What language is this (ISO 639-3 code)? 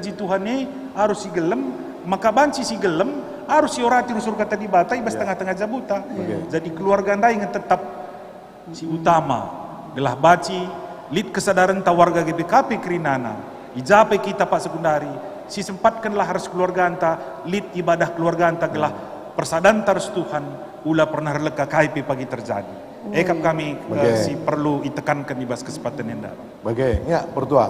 btx